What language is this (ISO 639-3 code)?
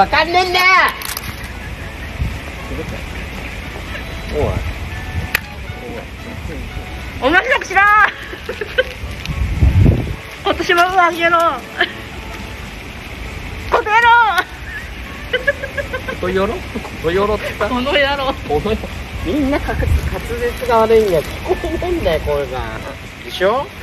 jpn